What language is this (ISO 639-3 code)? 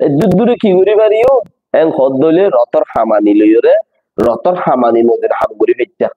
rhg